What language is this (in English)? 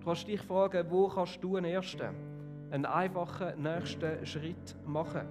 Swiss German